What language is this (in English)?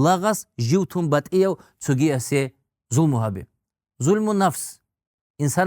Avaric